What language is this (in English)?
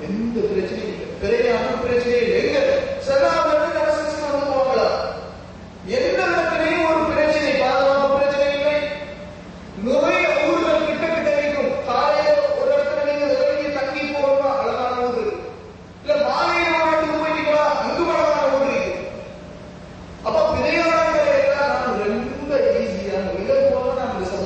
Tamil